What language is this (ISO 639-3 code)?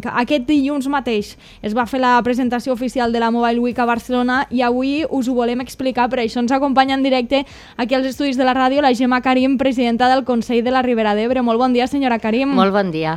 cat